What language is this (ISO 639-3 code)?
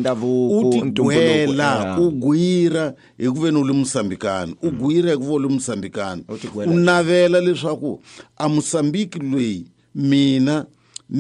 tso